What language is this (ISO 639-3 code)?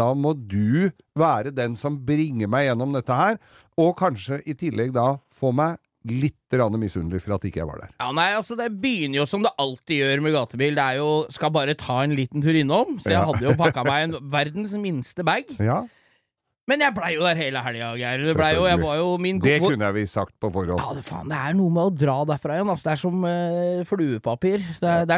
nor